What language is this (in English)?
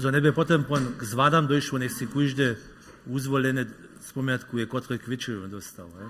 Upper Sorbian